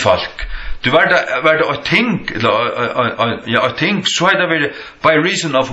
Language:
Faroese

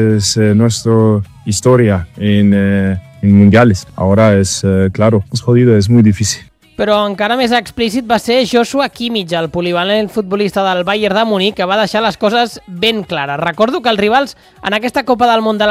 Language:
Catalan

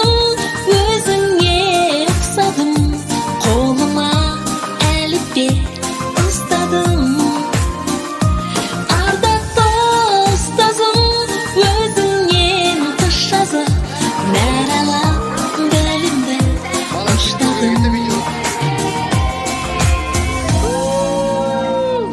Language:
Kazakh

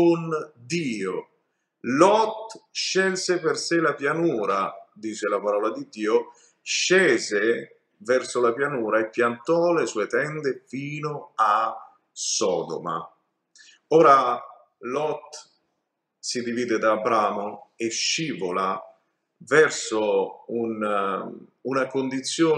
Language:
Italian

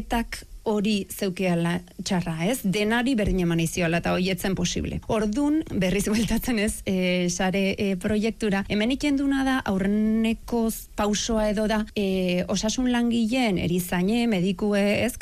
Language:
Basque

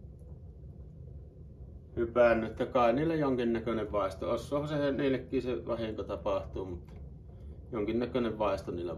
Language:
Finnish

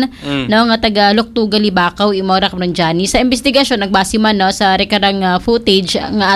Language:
Aklanon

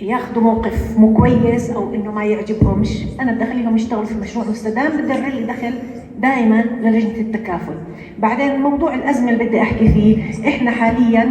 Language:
North Levantine Arabic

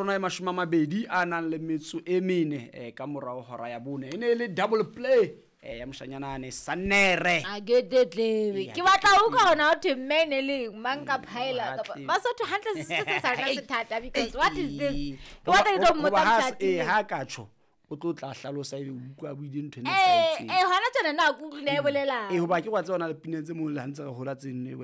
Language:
Southern Sotho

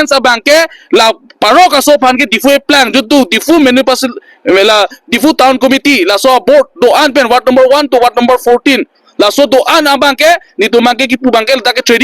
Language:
Karbi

